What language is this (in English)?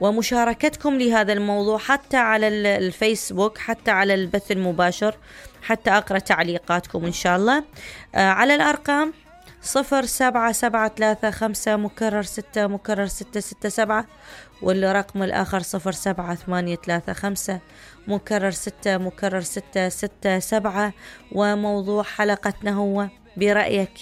Mesopotamian Arabic